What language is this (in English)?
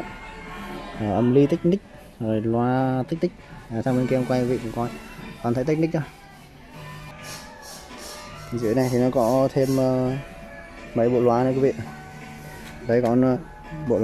Vietnamese